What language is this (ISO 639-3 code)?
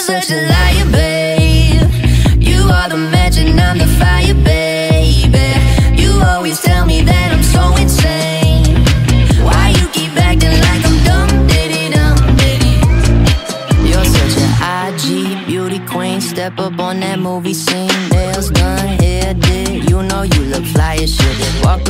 eng